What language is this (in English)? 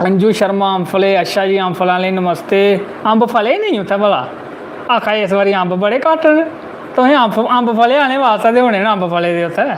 Dogri